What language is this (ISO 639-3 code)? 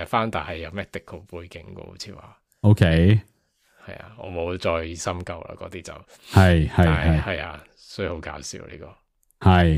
yue